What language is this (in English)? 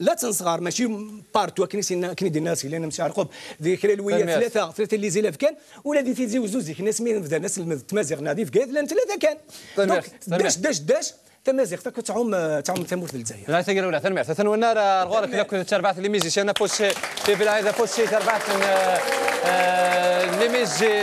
Kabyle